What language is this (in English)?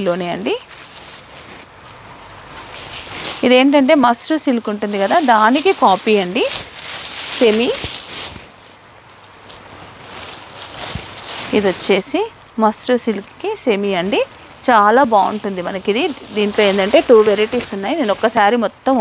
Telugu